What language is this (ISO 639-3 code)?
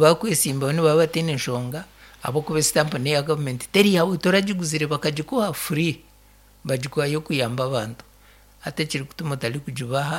nyn